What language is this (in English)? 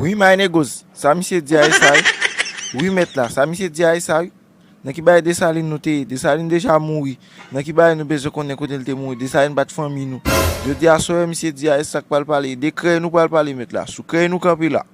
Haitian Creole